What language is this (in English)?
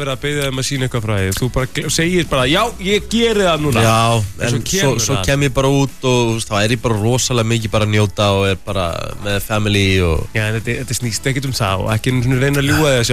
Icelandic